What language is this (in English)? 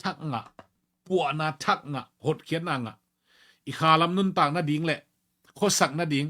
Tedim Chin